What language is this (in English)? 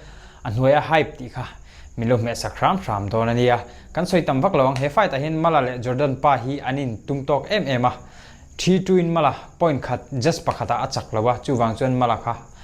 Mizo